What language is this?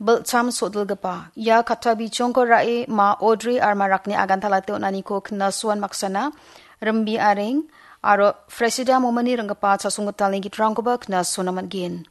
Garo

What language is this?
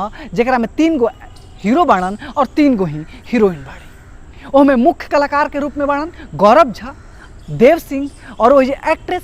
Bhojpuri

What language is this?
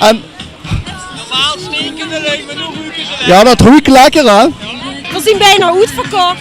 Limburgish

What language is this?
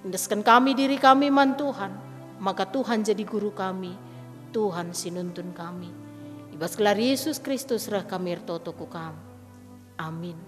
Batak Karo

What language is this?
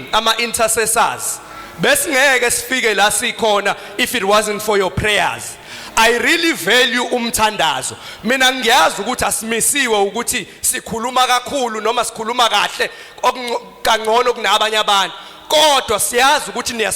Zulu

